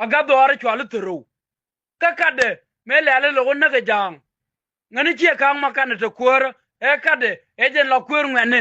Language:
Nuer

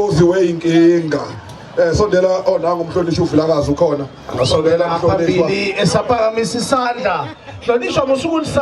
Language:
Zulu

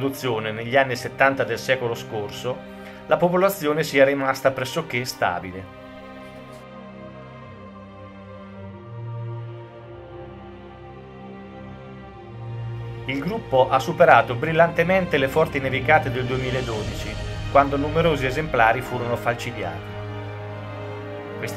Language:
Italian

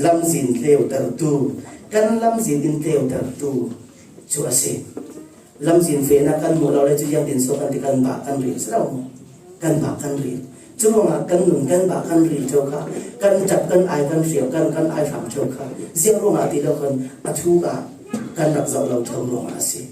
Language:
Falam Chin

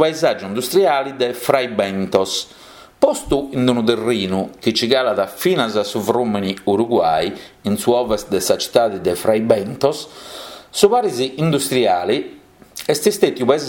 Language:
Sardinian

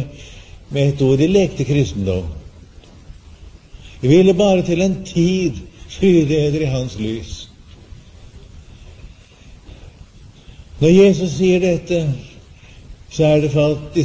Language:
Norwegian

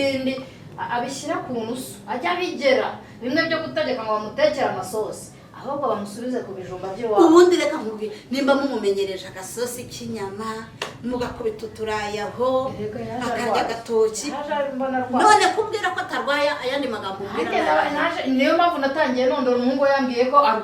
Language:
Kinyarwanda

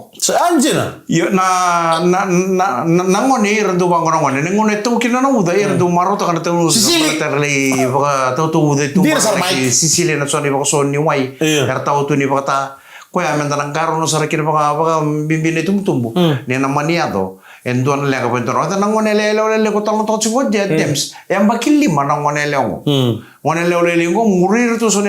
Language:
Fijian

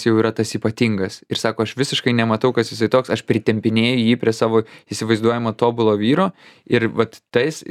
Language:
Lithuanian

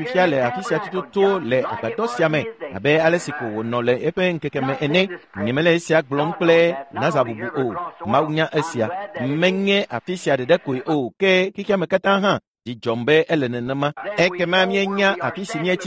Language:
Ewe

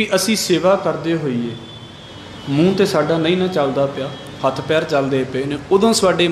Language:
Punjabi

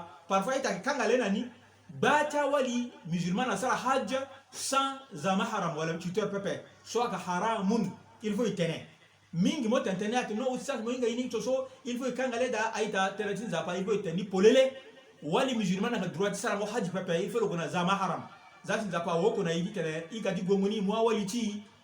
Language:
Sango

